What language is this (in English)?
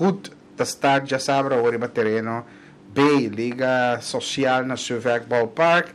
Papiamento